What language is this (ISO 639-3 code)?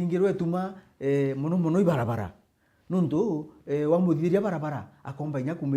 mer